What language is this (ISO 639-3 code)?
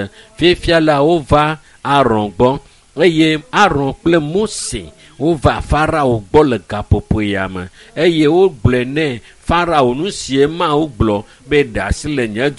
ewe